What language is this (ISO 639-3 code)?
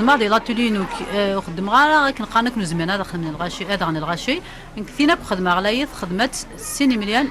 kab